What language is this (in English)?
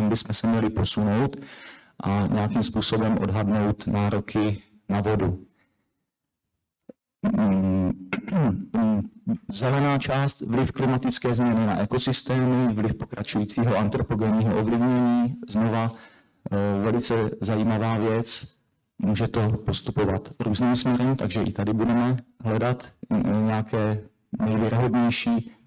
Czech